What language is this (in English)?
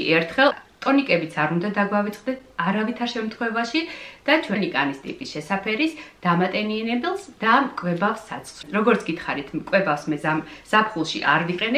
Georgian